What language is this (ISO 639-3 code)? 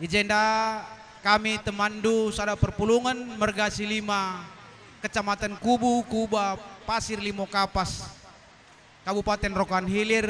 btx